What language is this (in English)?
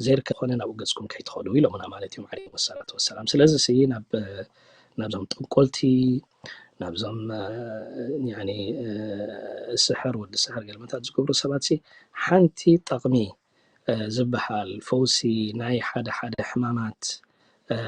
Tigrinya